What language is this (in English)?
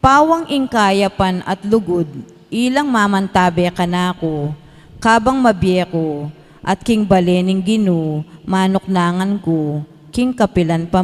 Pampanga